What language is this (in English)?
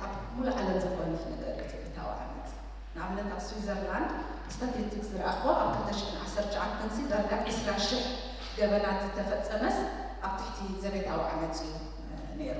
Tigrinya